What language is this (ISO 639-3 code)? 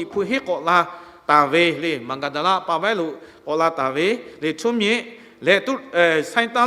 lhu